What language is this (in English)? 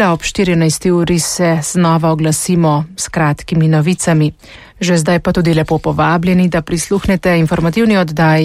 Slovenian